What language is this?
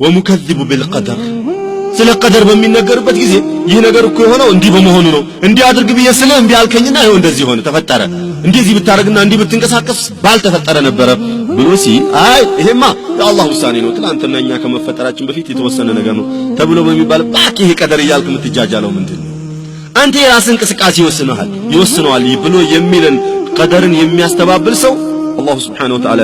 Amharic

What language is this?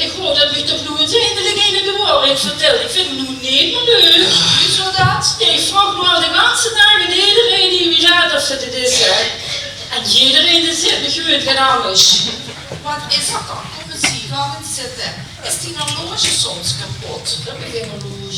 Limburgish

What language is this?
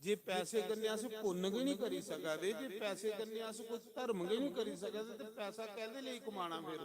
Dogri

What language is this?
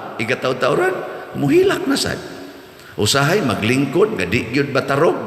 Cebuano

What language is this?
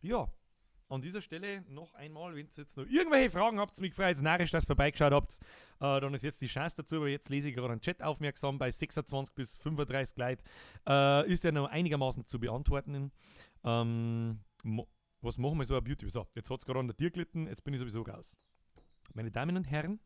Bavarian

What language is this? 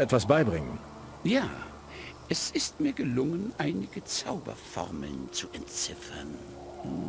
Bavarian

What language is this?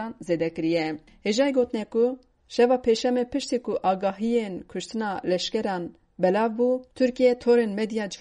Kurdish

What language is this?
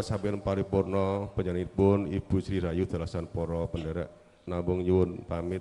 Javanese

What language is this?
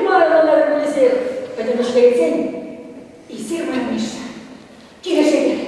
Chuvash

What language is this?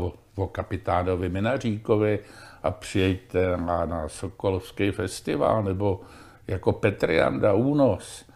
Czech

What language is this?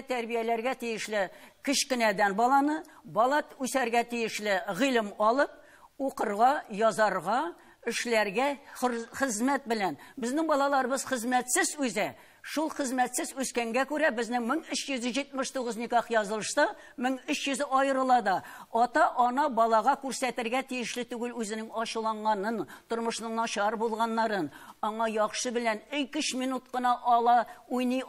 Tatar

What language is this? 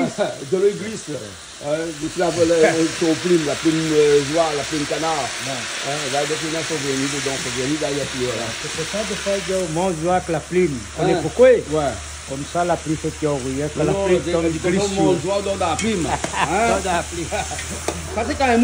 Réunion Creole French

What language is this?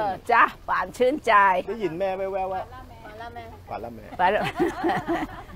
Thai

